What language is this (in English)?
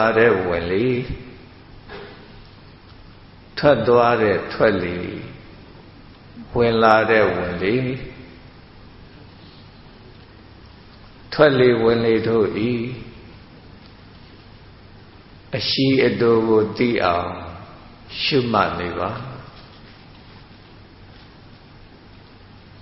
Burmese